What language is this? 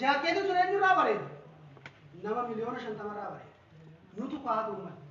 Oromo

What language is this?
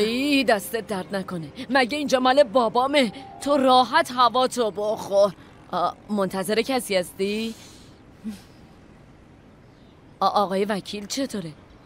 Persian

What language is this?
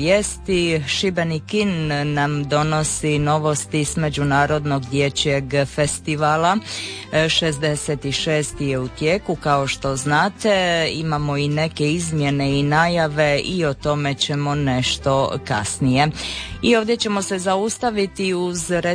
Croatian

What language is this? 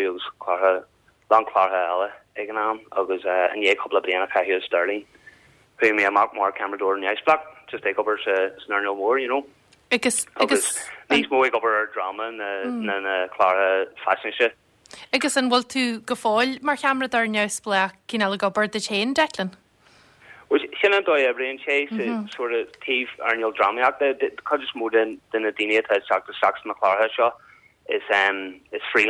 Irish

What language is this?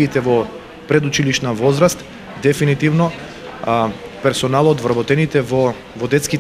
Macedonian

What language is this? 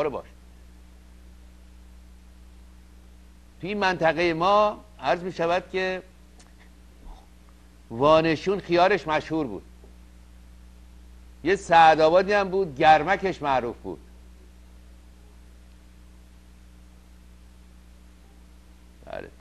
Persian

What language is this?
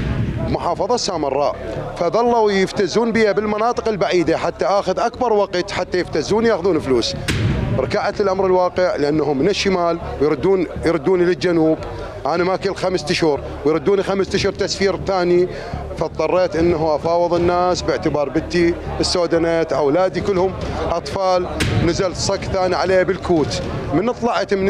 Mesopotamian Arabic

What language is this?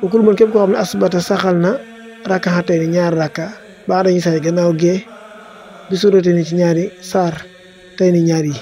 Wolof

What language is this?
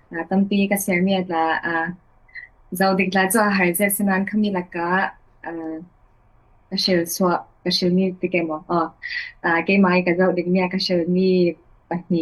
Falam Chin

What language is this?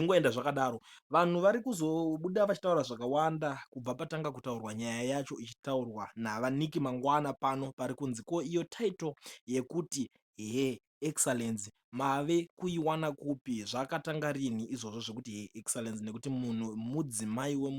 Shona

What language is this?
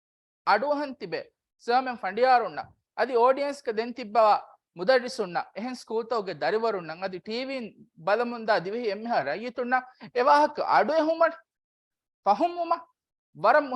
Divehi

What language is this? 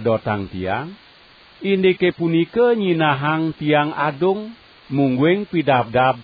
Balinese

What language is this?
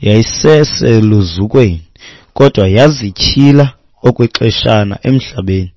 Xhosa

